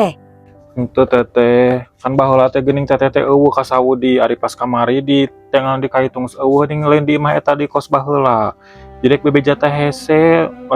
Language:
Sundanese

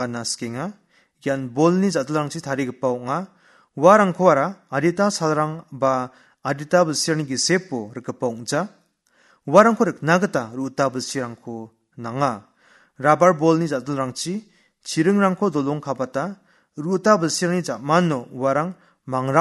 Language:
Garo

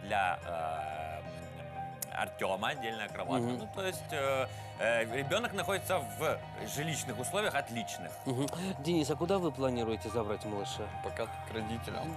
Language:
Russian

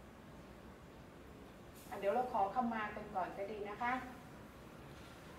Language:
Thai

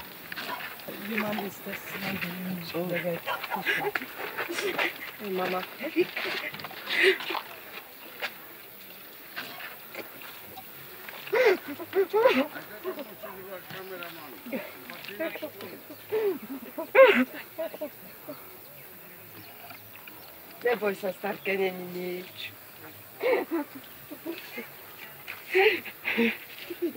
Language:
Slovak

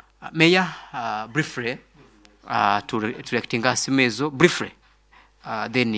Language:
Nyoro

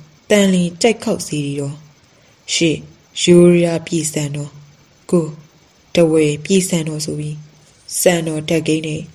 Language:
Burmese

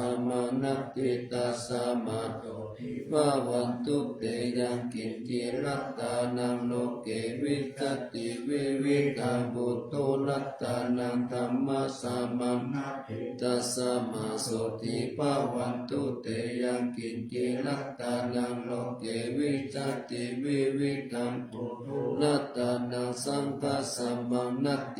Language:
Pali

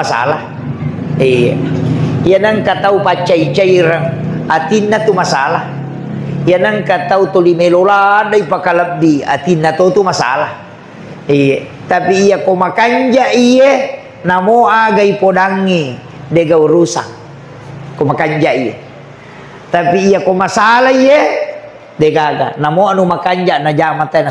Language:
Buginese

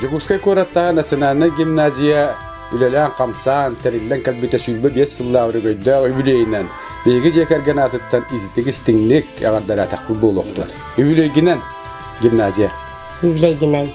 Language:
Yakut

